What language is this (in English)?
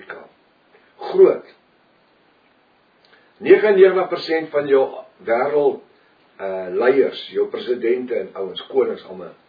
Afrikaans